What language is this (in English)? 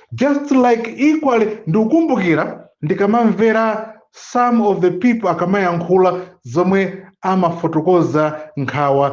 Nyanja